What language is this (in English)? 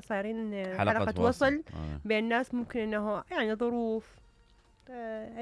Mesopotamian Arabic